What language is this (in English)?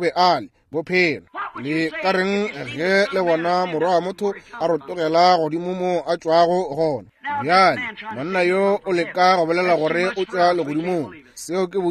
Northern Sotho